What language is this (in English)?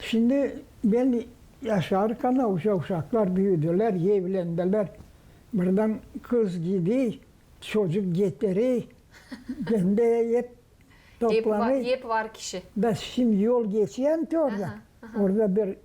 Gagauz